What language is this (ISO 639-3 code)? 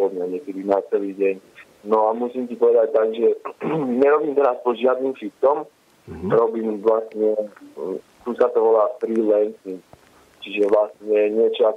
slk